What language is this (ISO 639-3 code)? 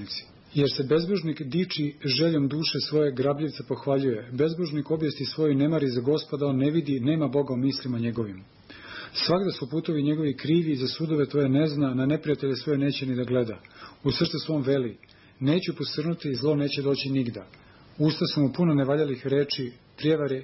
srp